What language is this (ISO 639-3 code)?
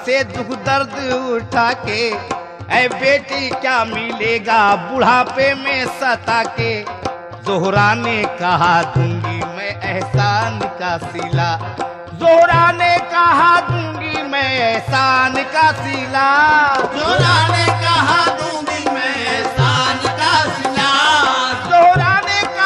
hin